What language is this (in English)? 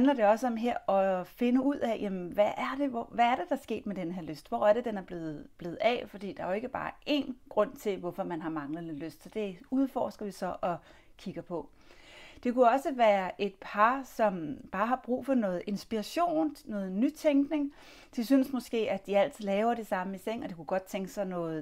Danish